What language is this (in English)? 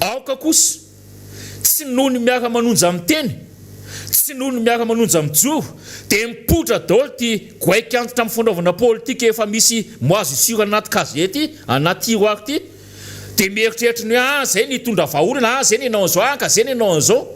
Malagasy